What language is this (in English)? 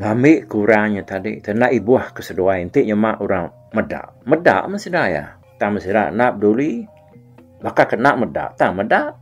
Iban